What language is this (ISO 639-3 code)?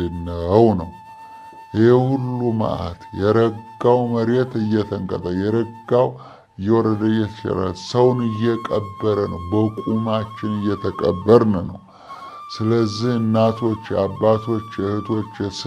amh